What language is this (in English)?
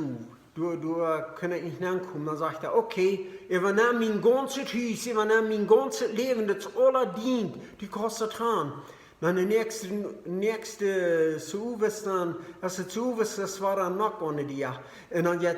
Plautdietsch